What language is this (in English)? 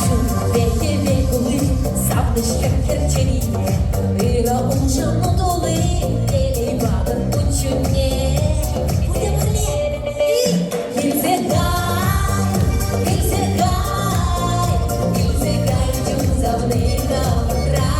Chuvash